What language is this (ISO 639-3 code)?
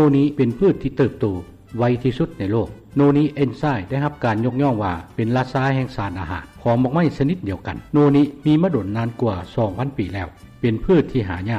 lao